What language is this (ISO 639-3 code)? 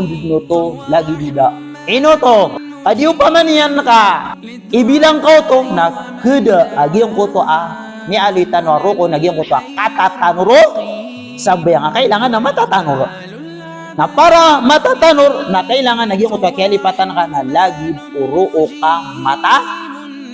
mrw